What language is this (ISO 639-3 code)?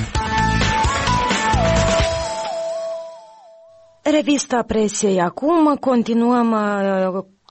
ron